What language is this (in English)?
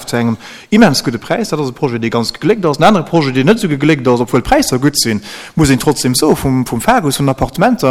Luxembourgish